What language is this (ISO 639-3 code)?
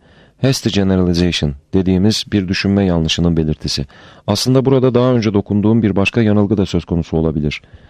tur